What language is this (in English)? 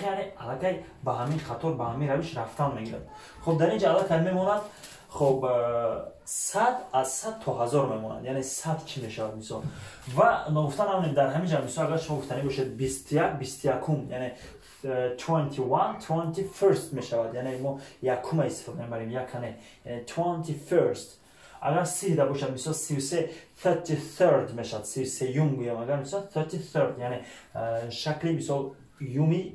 Tajik